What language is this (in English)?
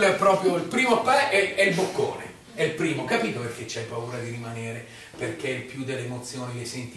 Italian